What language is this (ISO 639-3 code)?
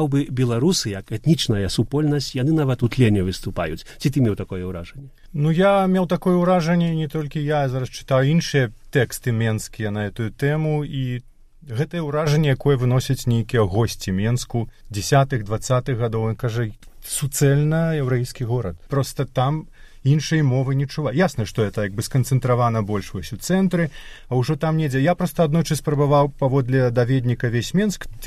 bel